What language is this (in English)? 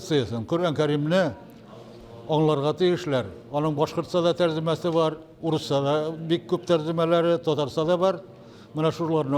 Bashkir